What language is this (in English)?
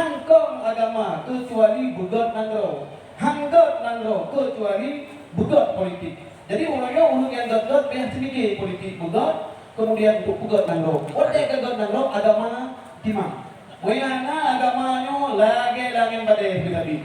Achinese